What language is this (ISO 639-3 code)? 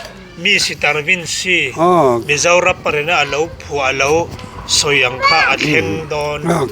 lus